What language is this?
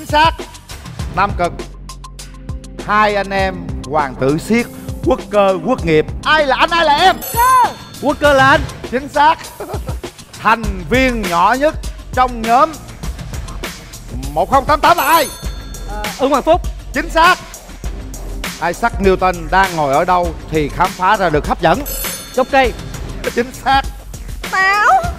Vietnamese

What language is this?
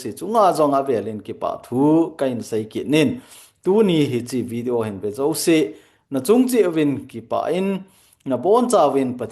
Thado Chin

